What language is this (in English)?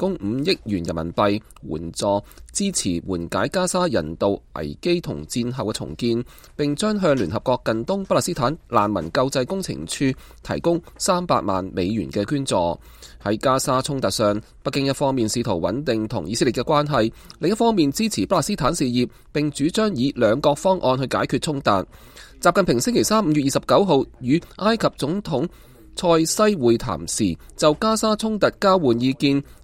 Cantonese